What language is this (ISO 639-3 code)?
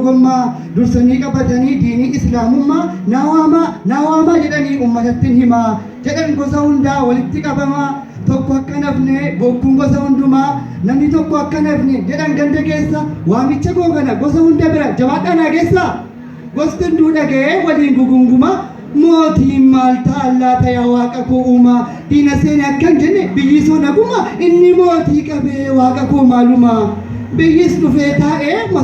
orm